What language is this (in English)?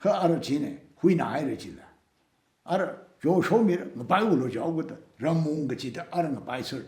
Tangkhul Naga (India)